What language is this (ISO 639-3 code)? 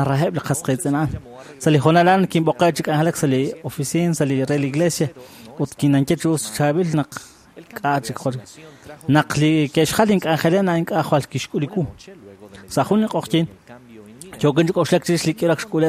kek